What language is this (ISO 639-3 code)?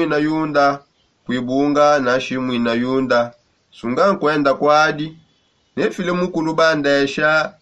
sop